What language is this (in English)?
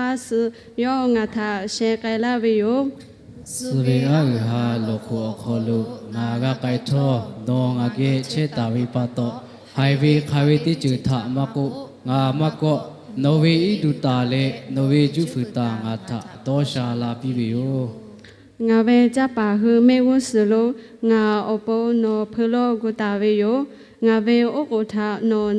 Lahu